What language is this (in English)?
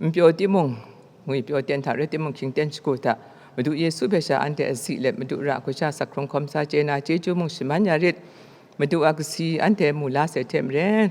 Kachin